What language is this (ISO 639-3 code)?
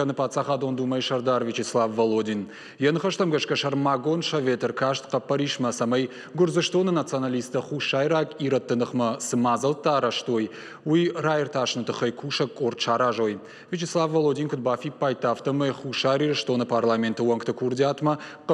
oss